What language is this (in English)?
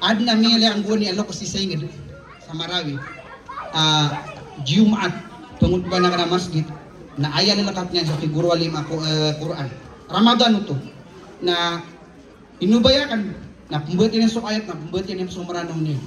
Maranao